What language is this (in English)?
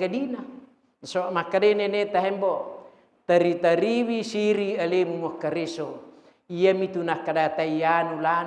Buginese